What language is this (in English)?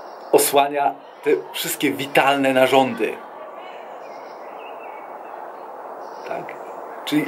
Polish